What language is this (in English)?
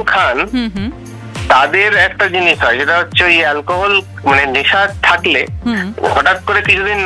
Bangla